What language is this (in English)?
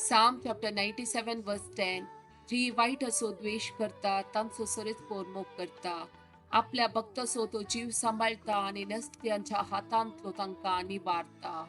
Konkani